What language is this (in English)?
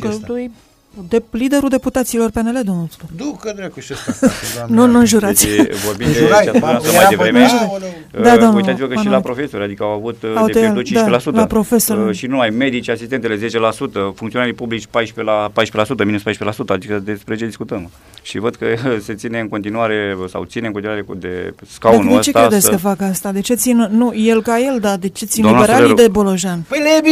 Romanian